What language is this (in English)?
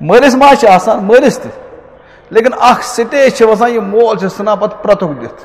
Kashmiri